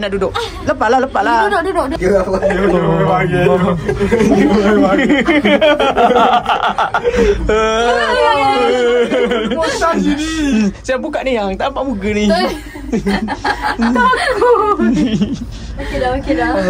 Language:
Malay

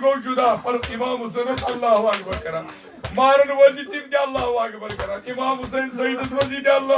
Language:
Kashmiri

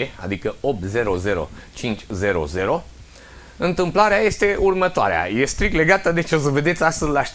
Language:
Romanian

